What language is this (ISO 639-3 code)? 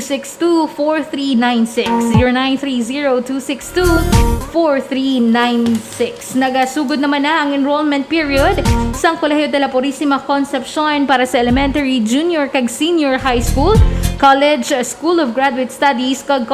hil